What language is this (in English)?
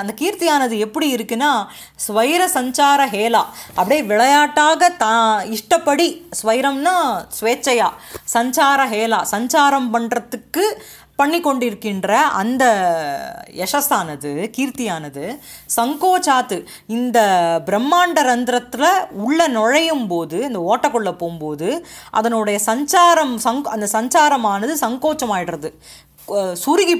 Tamil